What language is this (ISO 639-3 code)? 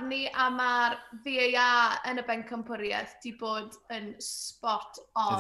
cym